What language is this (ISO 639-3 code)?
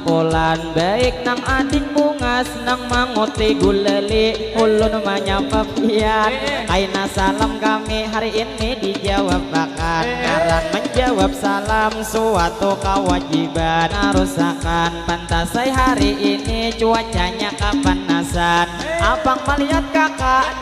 bjn